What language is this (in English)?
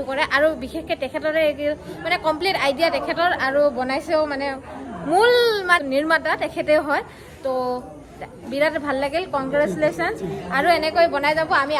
Assamese